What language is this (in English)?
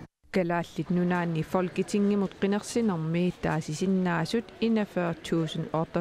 Kalaallisut